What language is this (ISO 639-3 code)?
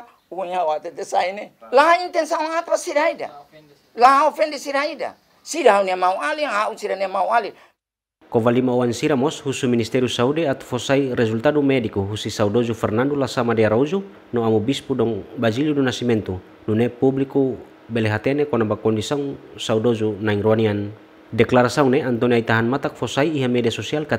tet